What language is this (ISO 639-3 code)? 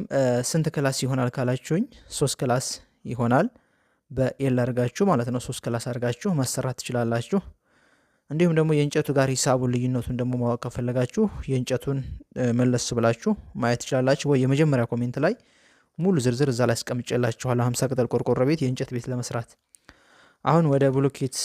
amh